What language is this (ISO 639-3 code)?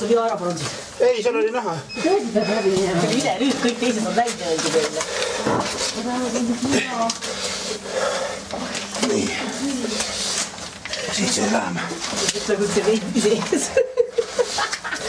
est